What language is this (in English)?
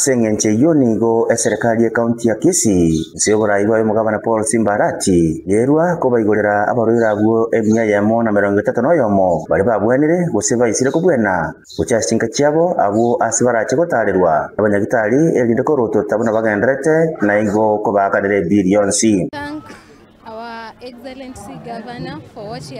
Gusii